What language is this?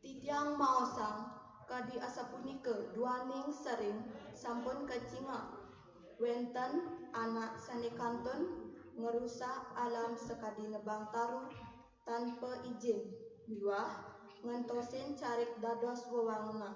Balinese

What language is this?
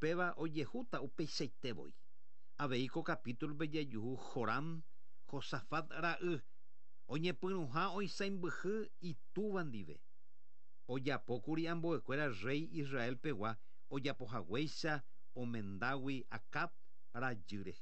Guarani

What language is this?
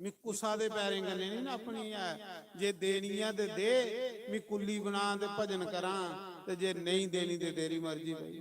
Dogri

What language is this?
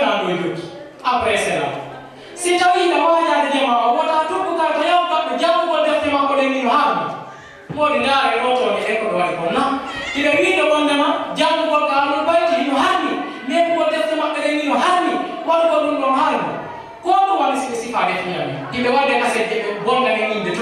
Fula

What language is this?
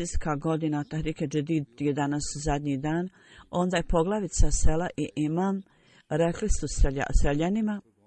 Bosnian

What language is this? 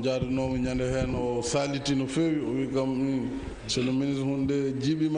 Fula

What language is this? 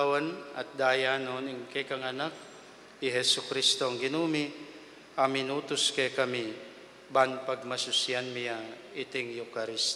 Pampanga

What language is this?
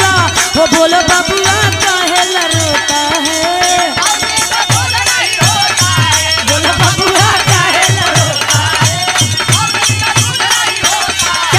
Bhojpuri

